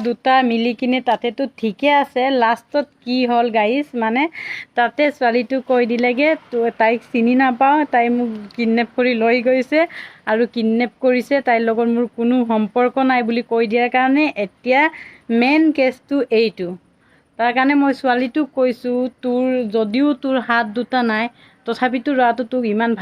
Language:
Assamese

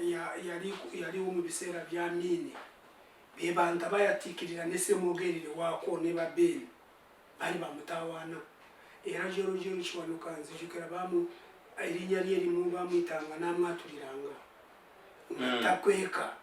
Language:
Ganda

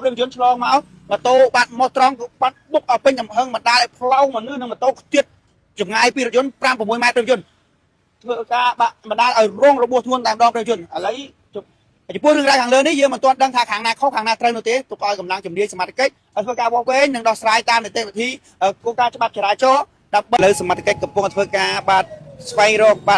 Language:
Khmer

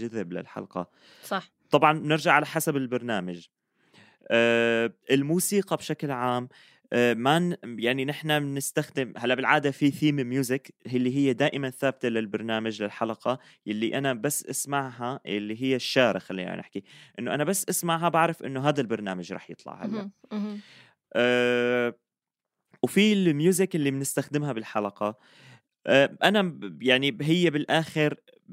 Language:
North Levantine Arabic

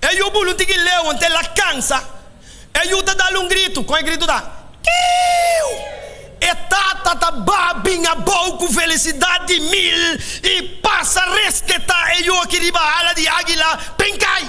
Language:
Papiamento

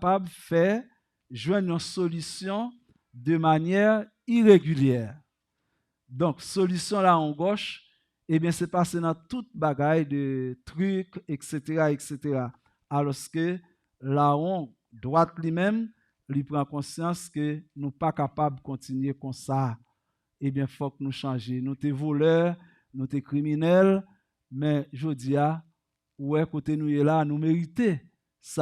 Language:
Haitian Creole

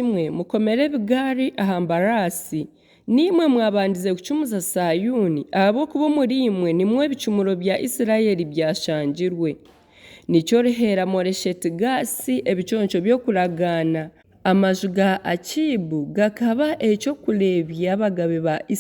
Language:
Nyankole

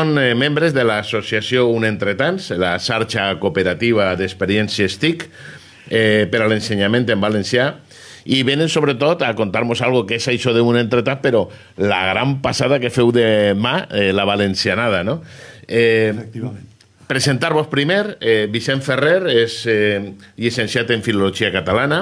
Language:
Catalan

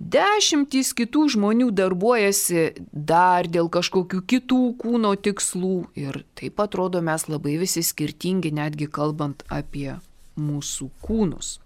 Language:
Lithuanian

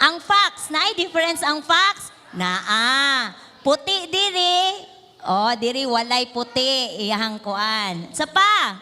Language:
Cebuano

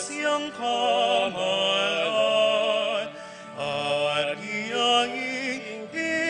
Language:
Pampanga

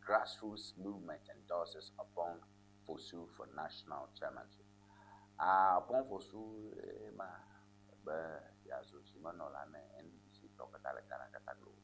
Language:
Ewe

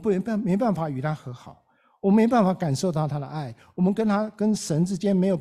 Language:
Chinese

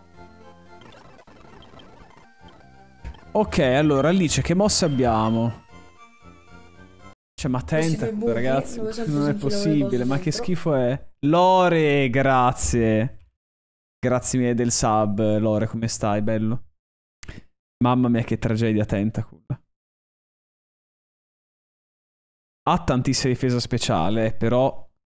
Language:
Italian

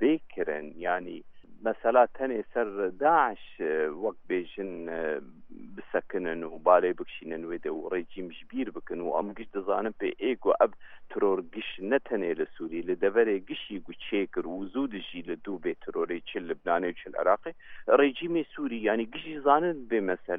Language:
Kurdish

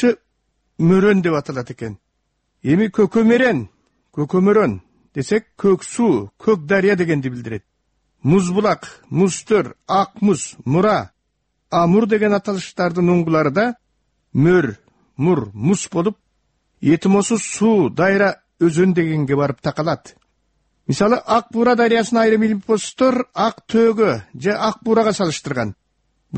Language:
Kyrgyz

